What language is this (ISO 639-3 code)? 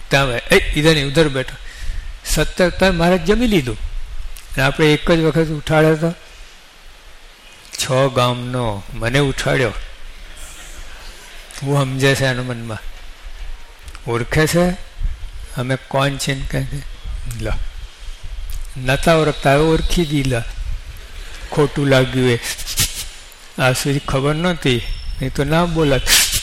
guj